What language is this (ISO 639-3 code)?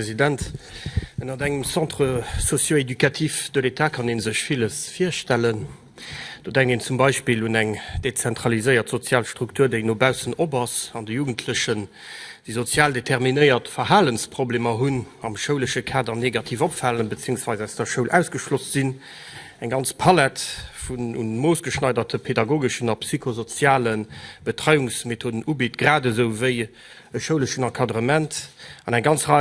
ltz